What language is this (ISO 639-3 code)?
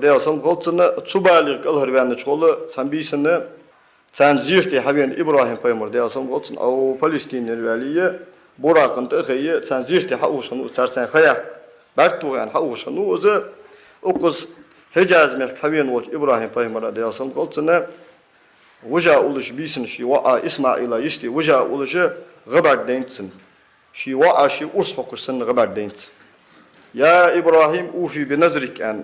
inh